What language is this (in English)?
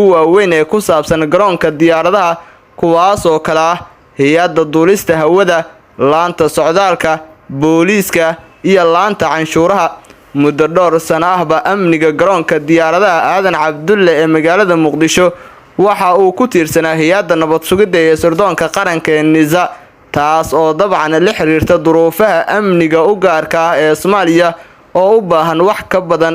Somali